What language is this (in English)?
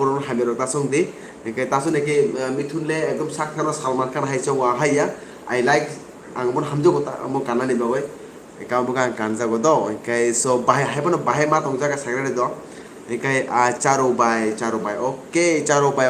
Kok Borok